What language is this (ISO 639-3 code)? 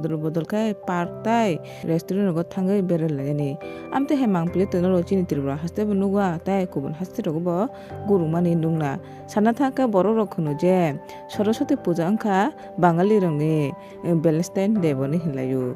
trp